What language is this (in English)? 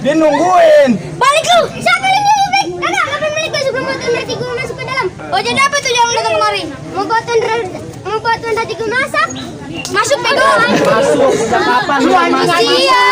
Betawi